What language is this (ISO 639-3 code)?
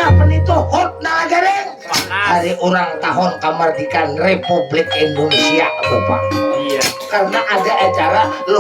bjn